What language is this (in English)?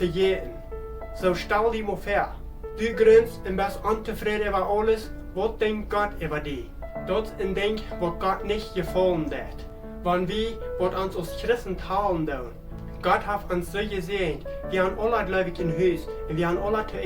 Plautdietsch